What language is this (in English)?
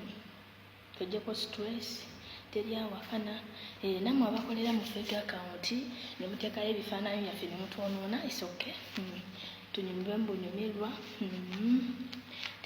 Ganda